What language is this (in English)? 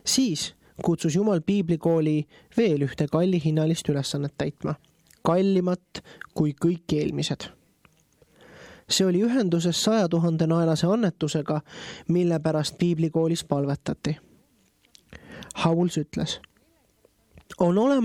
Estonian